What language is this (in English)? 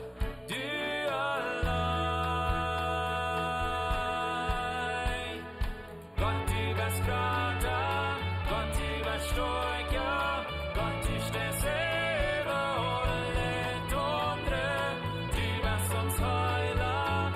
Plautdietsch